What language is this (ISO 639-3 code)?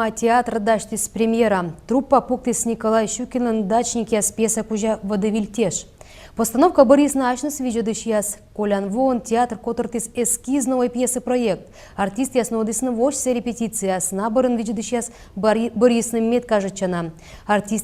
kom